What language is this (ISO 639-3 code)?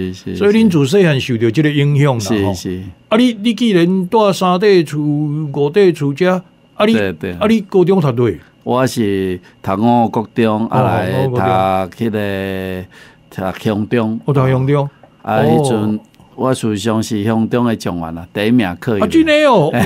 nan